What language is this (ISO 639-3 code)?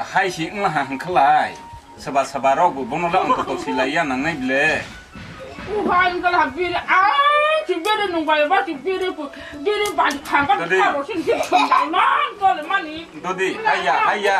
trp